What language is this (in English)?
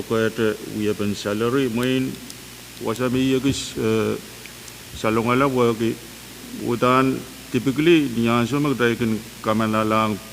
Pohnpeian